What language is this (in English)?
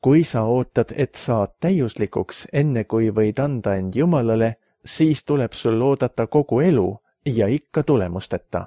Estonian